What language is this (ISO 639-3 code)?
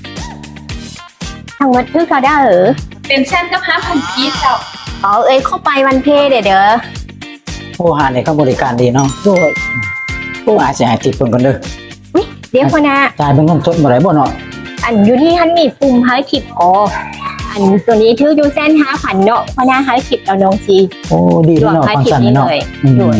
lao